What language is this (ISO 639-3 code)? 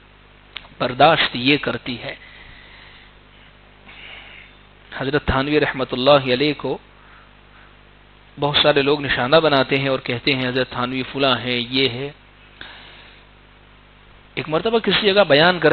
urd